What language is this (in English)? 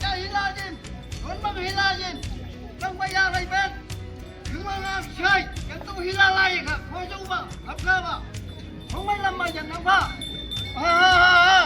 Naga Pidgin